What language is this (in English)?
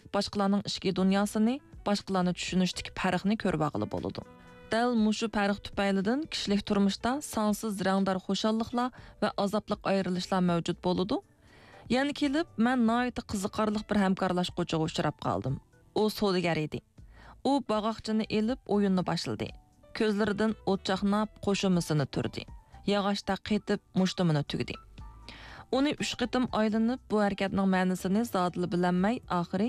Uyghur